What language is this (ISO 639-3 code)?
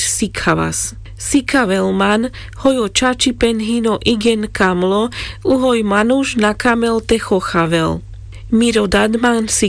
rmc